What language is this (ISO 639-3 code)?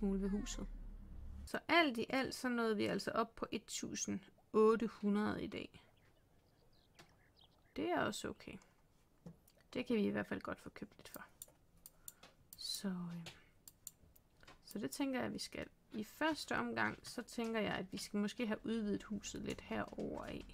dan